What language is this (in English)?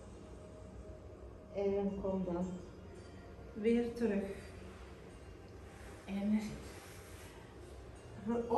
Dutch